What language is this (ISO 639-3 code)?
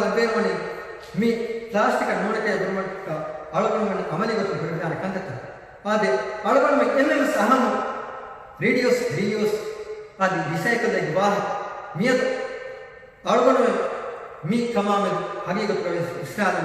div